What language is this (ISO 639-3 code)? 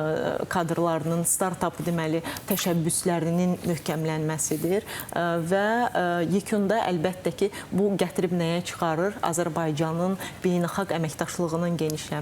aze